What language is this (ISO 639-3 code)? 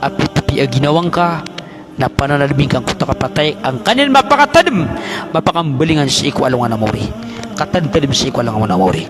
mrw